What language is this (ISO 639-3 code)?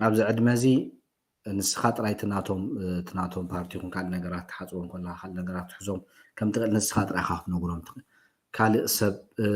tir